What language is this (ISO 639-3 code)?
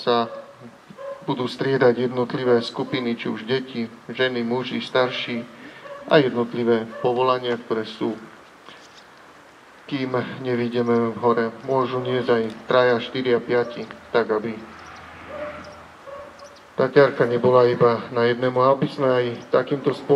slk